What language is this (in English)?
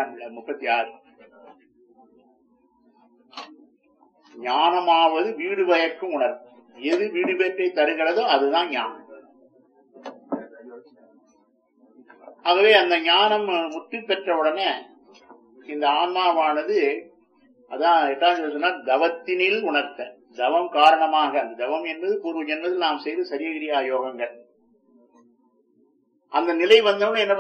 Tamil